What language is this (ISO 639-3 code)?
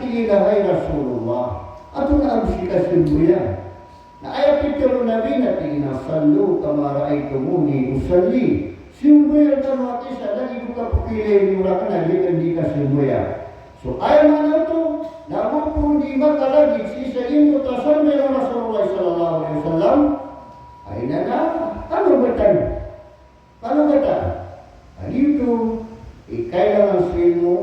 mrw